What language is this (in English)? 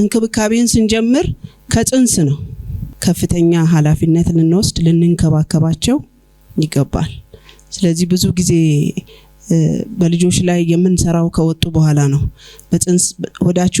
Amharic